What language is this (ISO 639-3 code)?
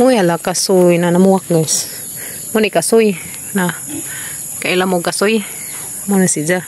ceb